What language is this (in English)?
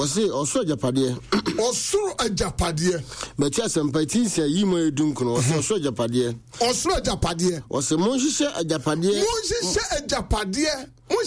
Akan